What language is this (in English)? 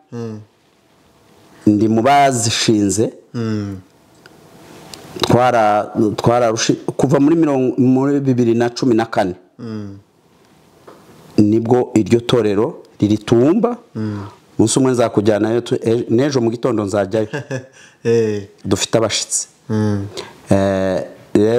Kinyarwanda